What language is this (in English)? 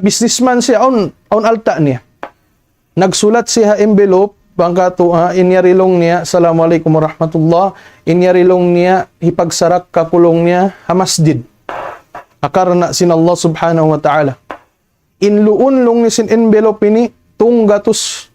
Tausug